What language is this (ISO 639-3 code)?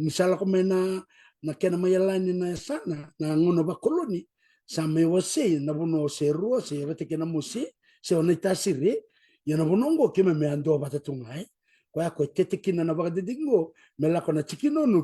fij